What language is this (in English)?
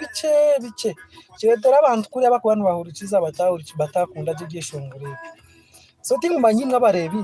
Nyankole